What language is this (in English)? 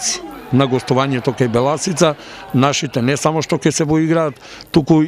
Macedonian